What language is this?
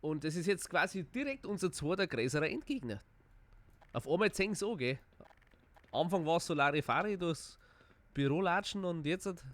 Bavarian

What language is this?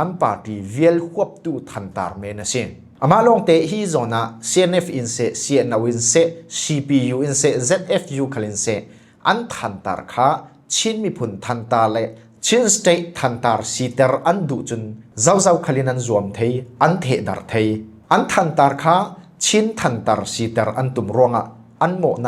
Falam Chin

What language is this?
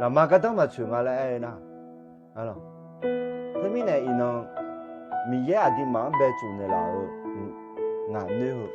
Akha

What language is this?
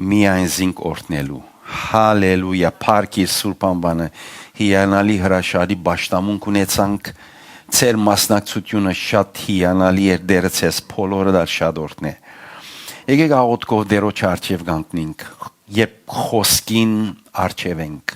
Western Armenian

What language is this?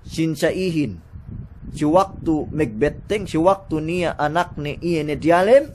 Yakan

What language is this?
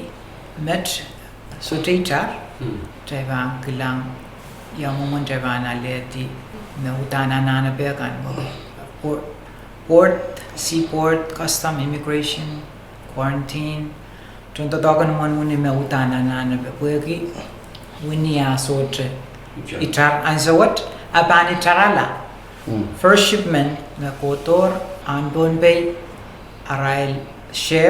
Pohnpeian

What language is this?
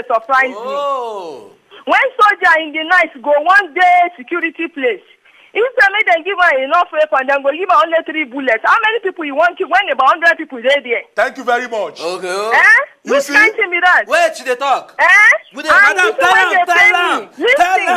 Nigerian Pidgin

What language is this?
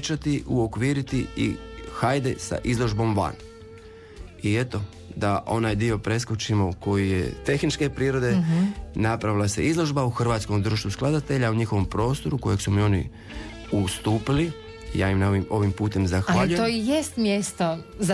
Croatian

